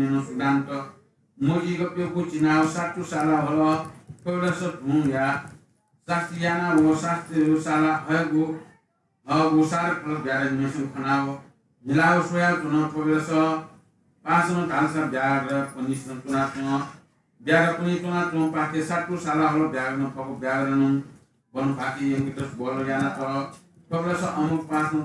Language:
Newari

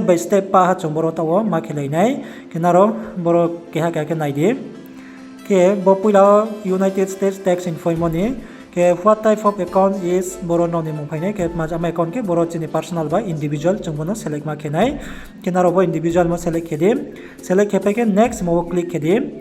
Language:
Riang (India)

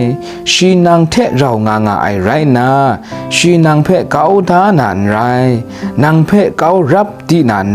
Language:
Kachin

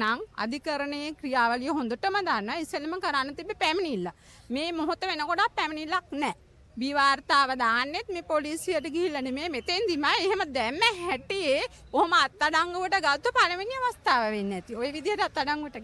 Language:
Sinhala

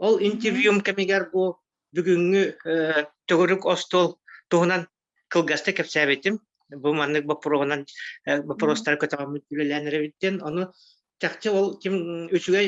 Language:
Yakut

